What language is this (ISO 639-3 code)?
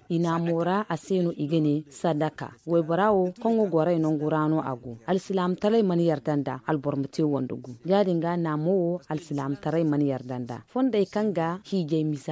dje